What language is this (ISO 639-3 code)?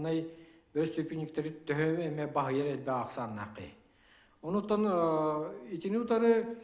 sah